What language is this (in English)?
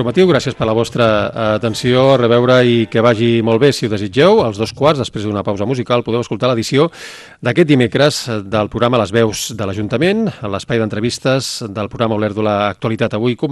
Catalan